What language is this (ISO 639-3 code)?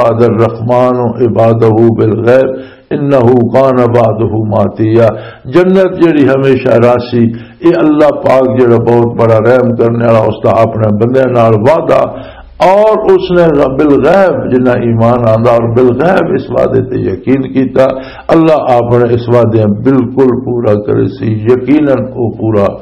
lah